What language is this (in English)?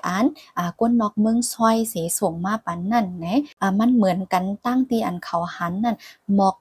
Shan